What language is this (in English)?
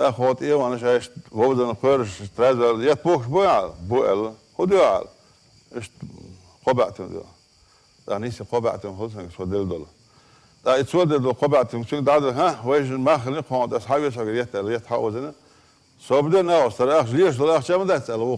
Chechen